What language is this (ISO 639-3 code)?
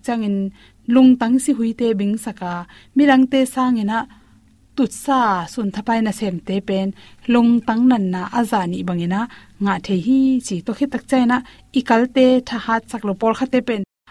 ctd